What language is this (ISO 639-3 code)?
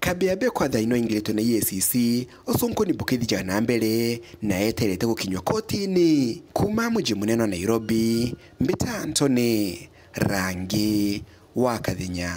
mer